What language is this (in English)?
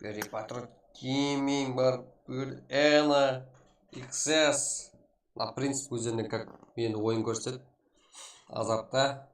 Kara-Kalpak